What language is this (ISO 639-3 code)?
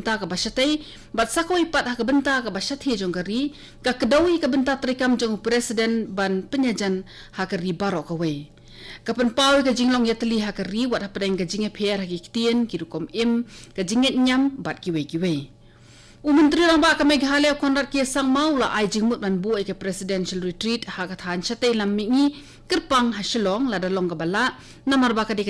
kha